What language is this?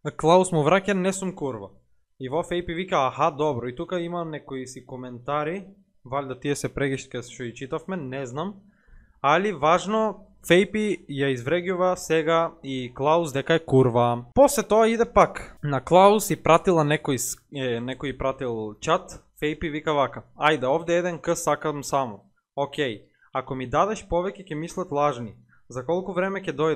Macedonian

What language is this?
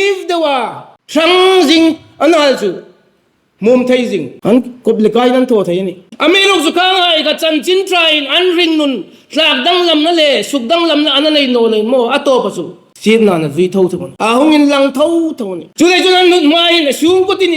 Hmar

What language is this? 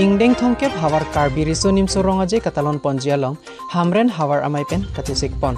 Karbi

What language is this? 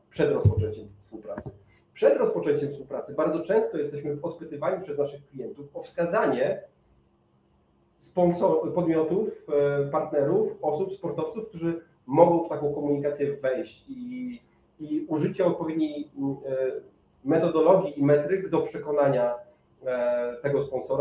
Polish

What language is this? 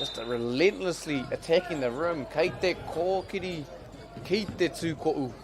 Māori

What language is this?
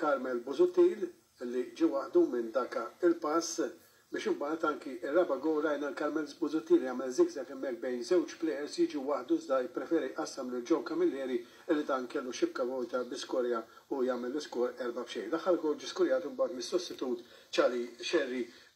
Maltese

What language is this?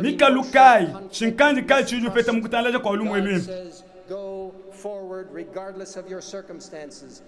Luba-Lulua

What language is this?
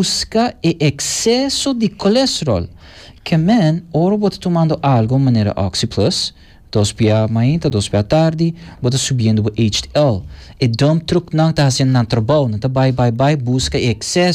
Papiamento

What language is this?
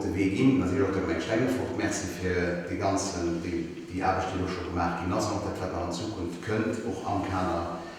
Luxembourgish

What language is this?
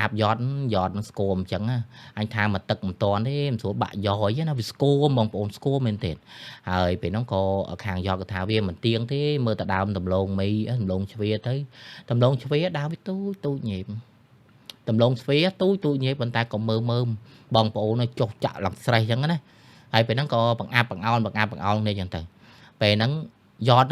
Khmer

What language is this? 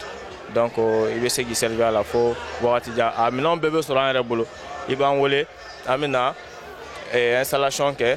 Bambara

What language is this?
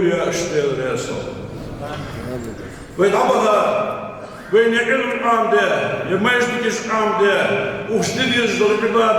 Ingush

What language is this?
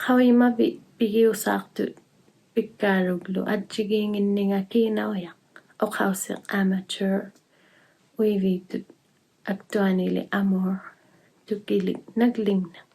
Inuktitut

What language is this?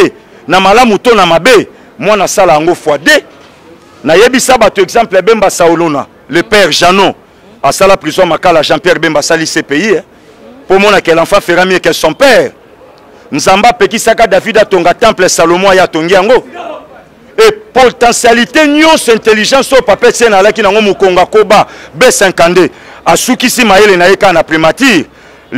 Lingala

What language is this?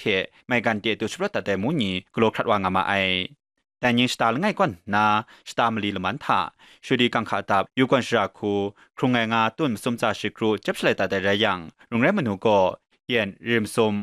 Kachin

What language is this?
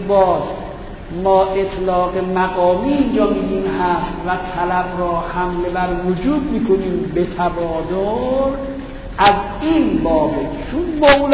Persian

